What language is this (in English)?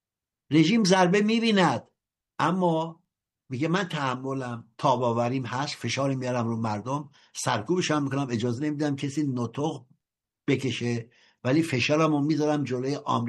Persian